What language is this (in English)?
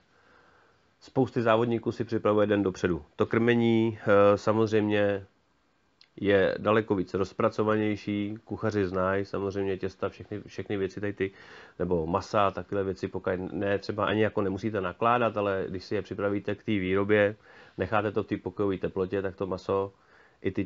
Czech